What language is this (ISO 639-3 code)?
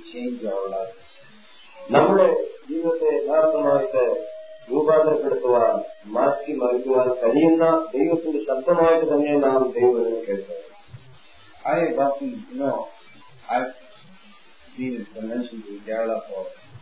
mal